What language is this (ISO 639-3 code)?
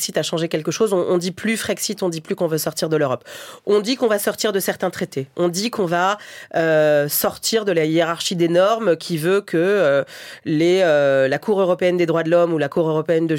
fra